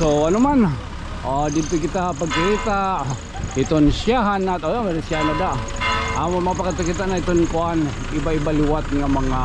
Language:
Waray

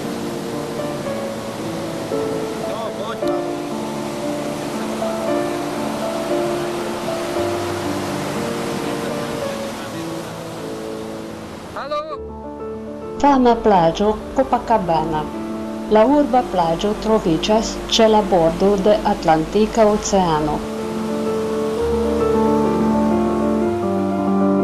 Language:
Esperanto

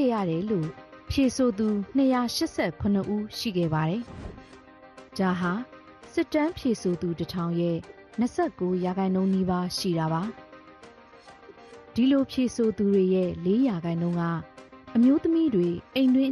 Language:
Burmese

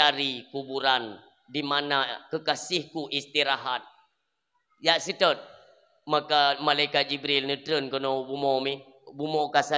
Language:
Achinese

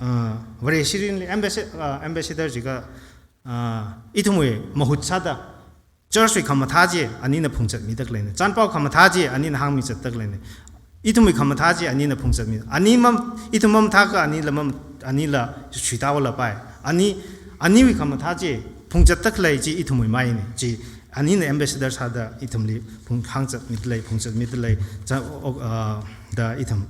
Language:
Tangkhul Naga (India)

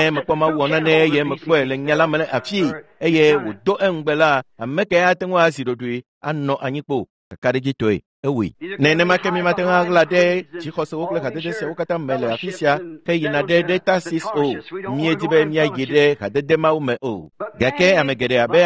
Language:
Ewe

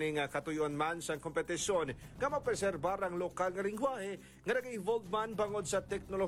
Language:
Hiligaynon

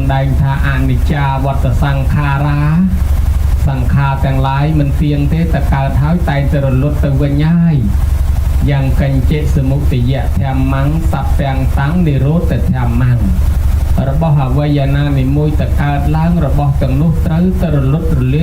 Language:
Khmer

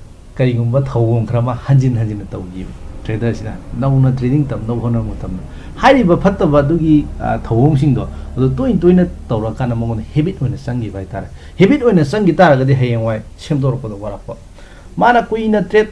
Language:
Manipuri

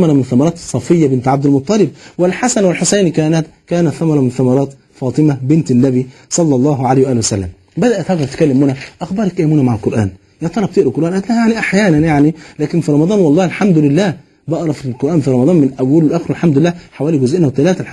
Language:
Egyptian Arabic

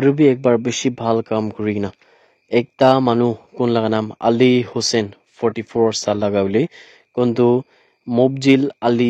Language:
Naga Pidgin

